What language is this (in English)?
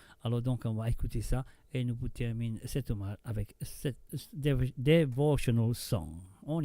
Morisyen